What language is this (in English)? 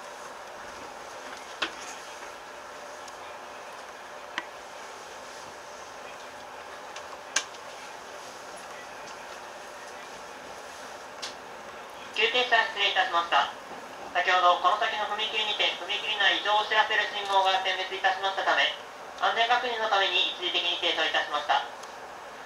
Japanese